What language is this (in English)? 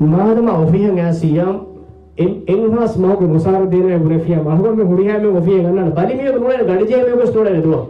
Divehi